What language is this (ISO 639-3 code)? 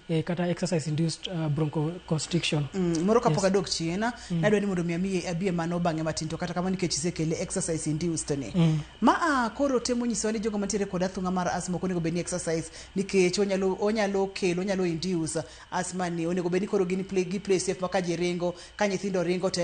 luo